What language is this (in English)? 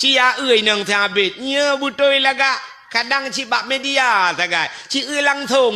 Achinese